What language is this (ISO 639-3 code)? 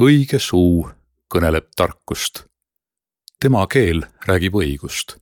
est